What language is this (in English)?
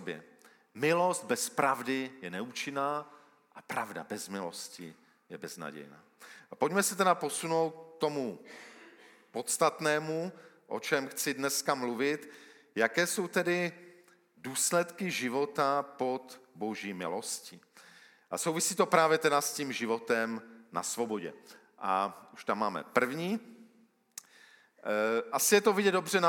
Czech